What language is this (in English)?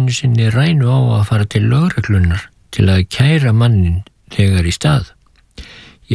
Icelandic